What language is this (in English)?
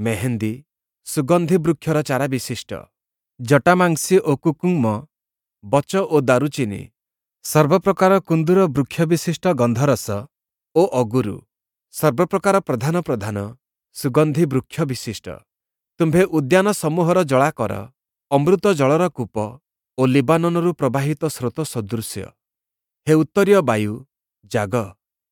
Odia